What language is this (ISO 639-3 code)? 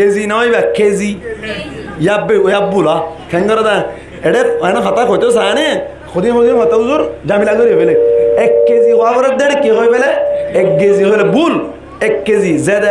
rhg